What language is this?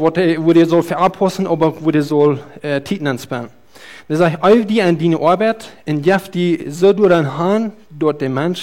Plautdietsch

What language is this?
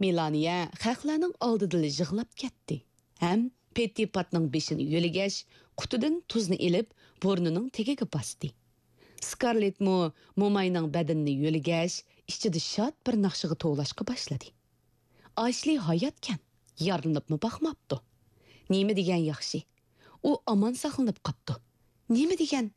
Uyghur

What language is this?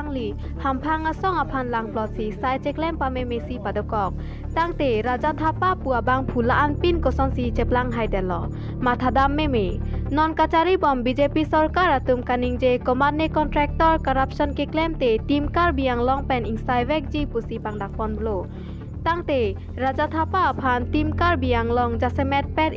Karbi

